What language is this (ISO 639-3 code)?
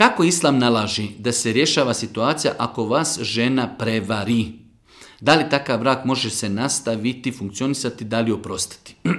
bos